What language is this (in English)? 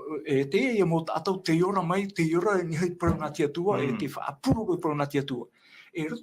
Tahitian